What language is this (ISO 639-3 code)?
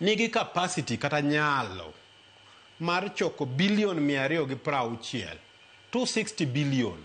luo